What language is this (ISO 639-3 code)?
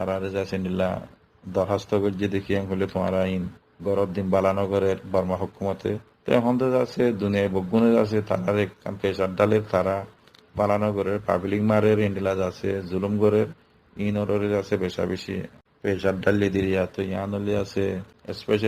rhg